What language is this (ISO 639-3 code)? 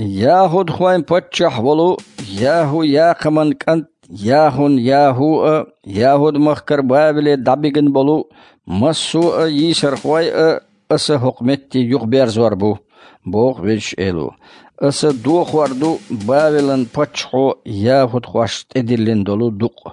che